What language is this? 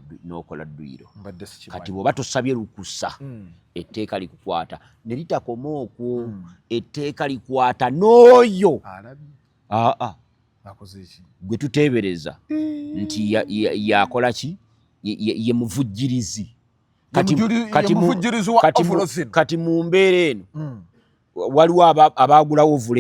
Ganda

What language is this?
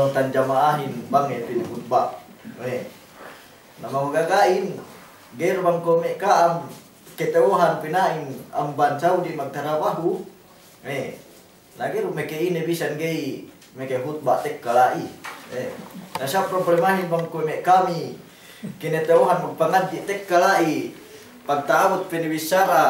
Yakan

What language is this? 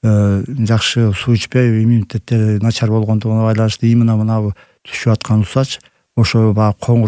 Kyrgyz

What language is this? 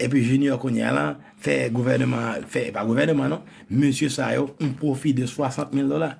Haitian Creole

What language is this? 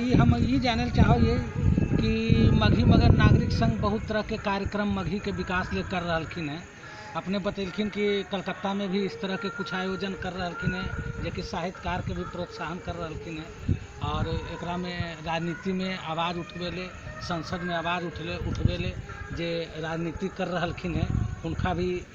Magahi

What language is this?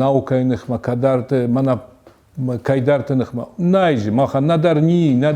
Ossetic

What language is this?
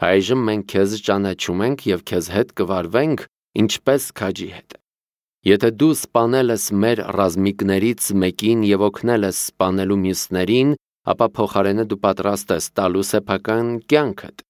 Armenian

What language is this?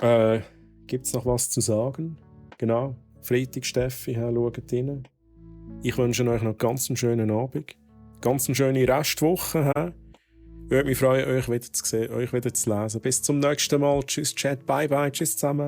Swiss German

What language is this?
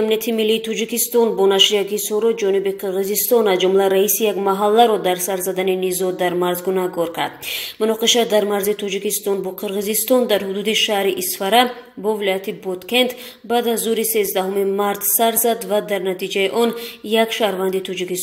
Tajik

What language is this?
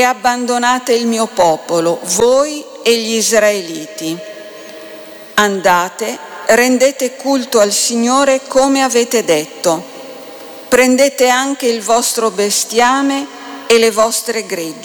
Italian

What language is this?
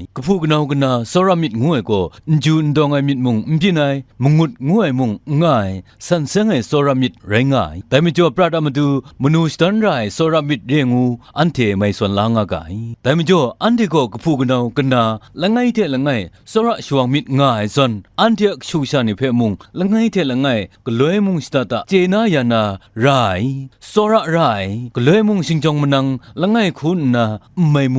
Kachin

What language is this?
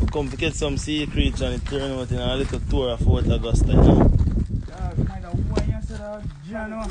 Jamaican Creole English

